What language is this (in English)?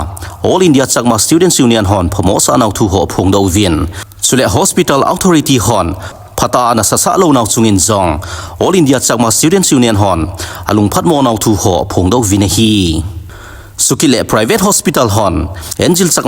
Thado Chin